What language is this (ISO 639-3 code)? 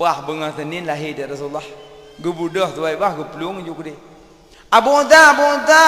ace